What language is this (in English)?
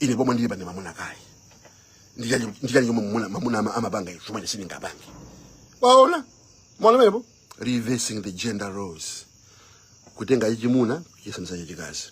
Nyanja